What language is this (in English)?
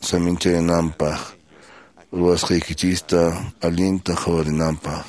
Quechua